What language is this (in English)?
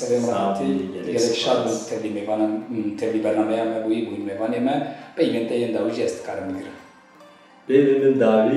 Kurdish